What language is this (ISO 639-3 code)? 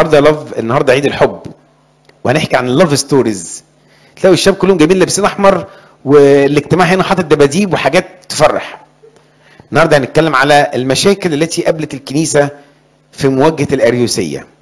arz